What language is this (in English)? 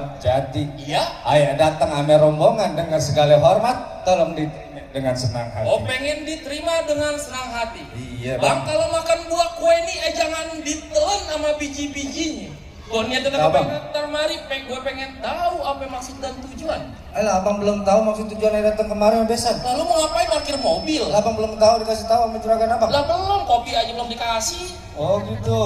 Betawi